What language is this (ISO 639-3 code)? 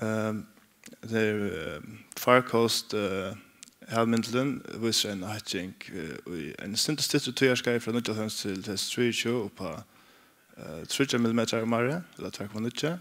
fao